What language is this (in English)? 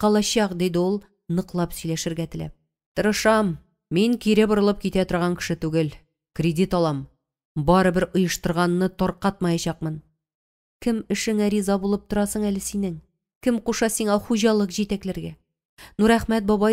Tatar